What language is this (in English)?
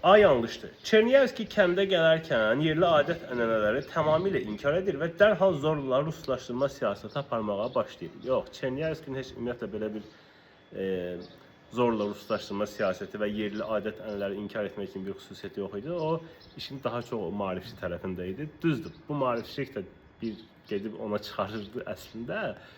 Azerbaijani